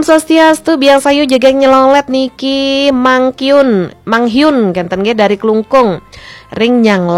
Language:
Balinese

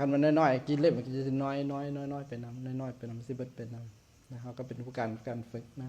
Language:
Lao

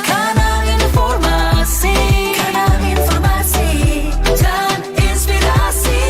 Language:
Manado Malay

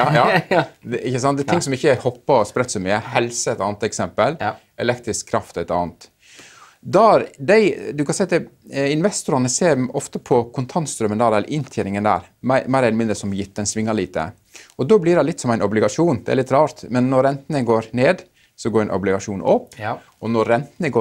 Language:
Norwegian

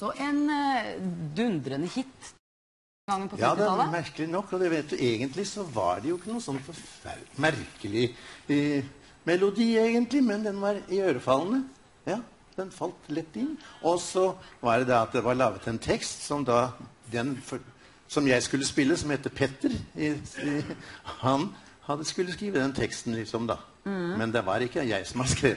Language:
Norwegian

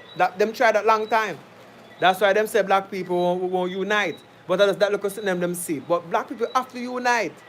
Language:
Jamaican Creole English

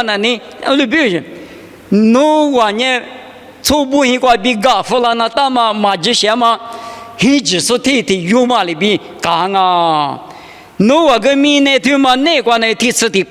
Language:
Lisu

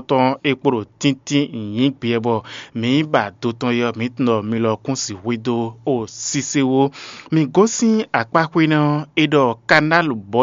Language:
Fon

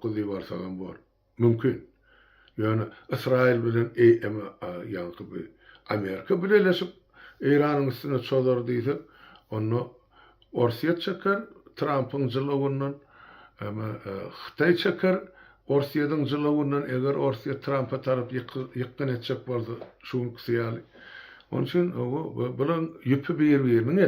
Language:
Turkmen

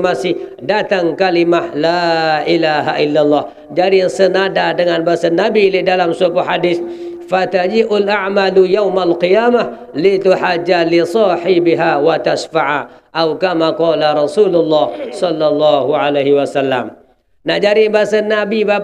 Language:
Sasak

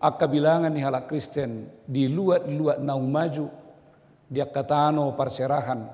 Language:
Batak Toba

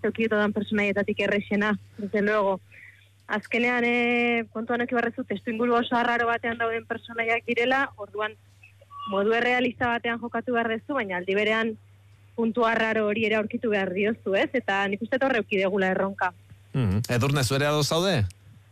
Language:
Basque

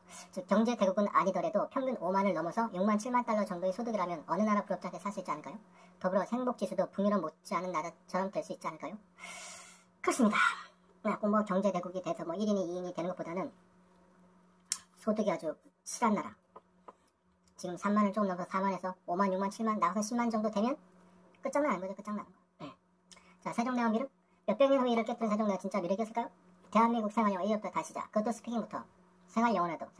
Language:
Korean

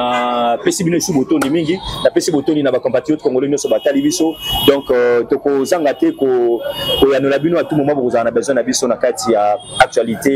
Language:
Lingala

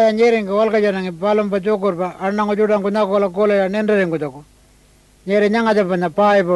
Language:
Pitjantjatjara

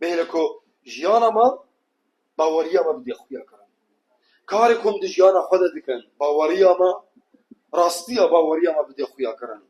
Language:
Kurdish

